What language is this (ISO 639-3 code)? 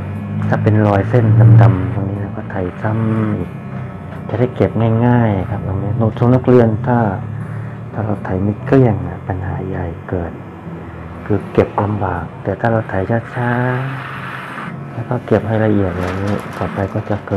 tha